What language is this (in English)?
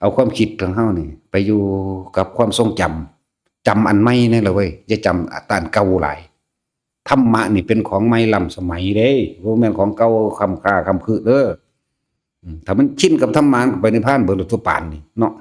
Northeastern Thai